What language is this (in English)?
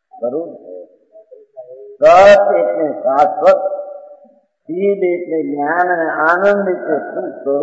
Gujarati